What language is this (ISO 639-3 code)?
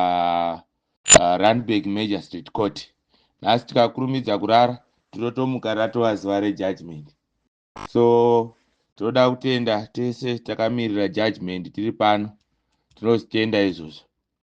sna